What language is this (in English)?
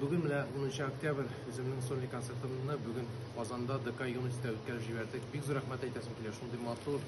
Tatar